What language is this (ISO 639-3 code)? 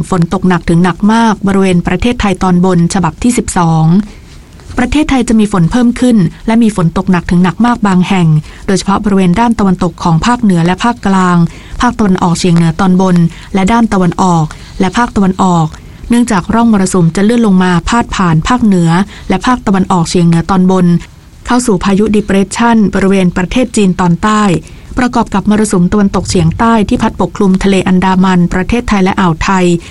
tha